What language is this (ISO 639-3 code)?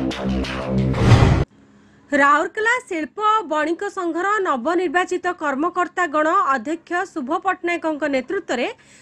ori